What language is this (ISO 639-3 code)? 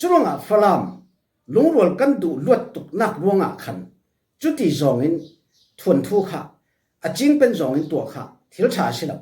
cfm